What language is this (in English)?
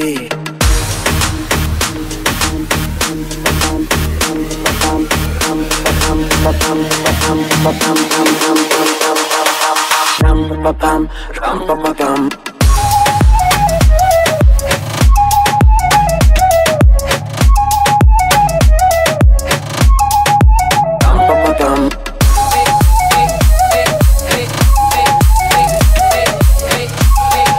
Turkish